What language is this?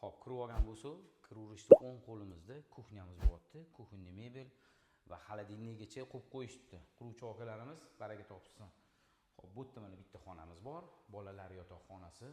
Uzbek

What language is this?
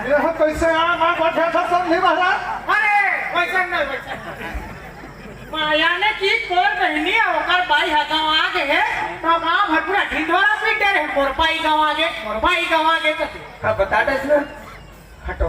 Chhattisgarhi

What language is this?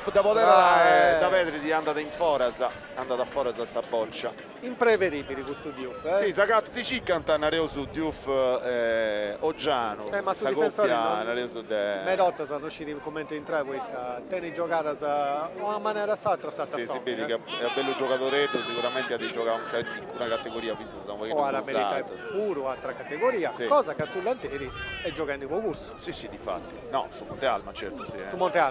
Sardinian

